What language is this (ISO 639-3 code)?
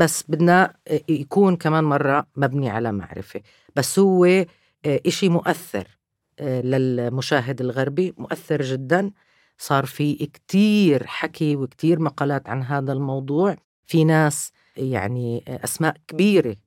apc